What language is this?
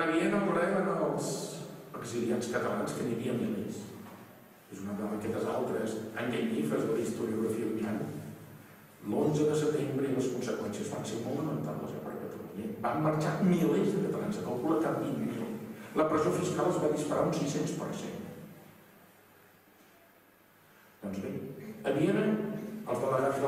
Catalan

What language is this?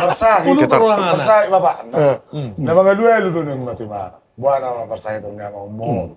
Batak Toba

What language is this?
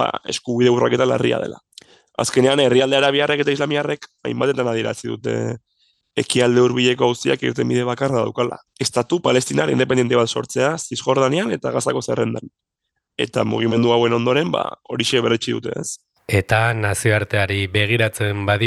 Basque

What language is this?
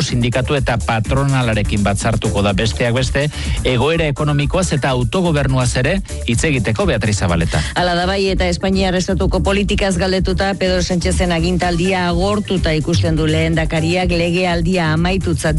Basque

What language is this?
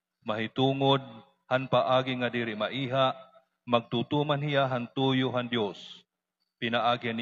Waray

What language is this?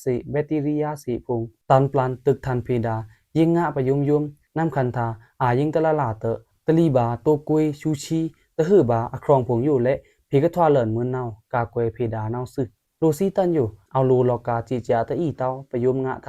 Pa'o Karen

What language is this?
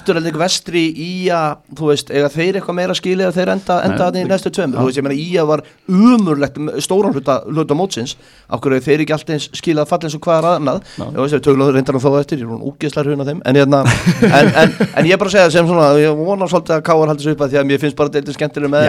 Icelandic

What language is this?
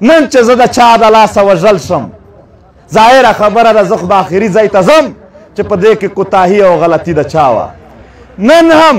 Pashto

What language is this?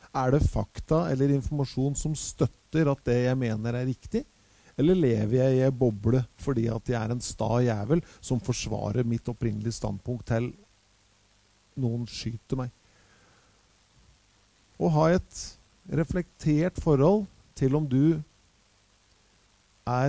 Norwegian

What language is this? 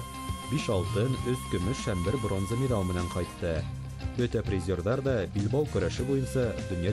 Bashkir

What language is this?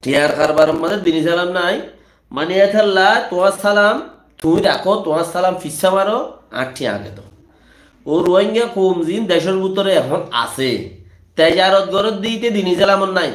Rohingya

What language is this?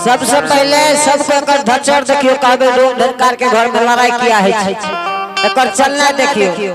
Angika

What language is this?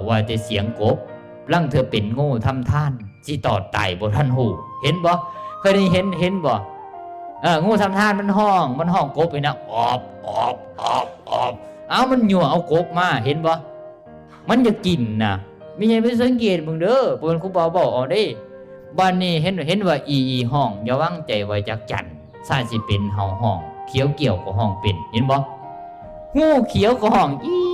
Lao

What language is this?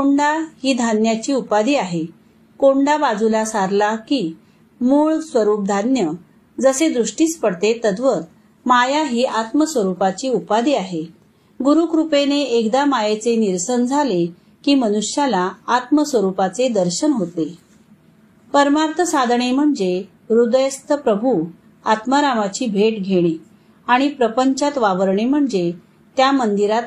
Marathi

